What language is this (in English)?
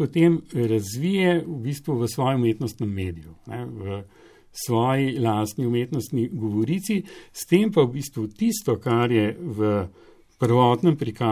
Slovenian